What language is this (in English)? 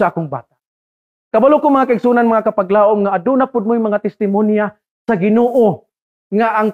Cebuano